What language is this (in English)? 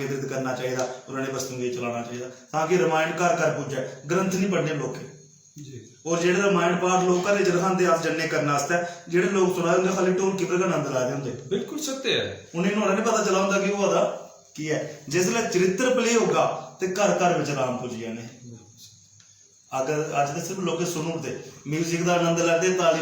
Dogri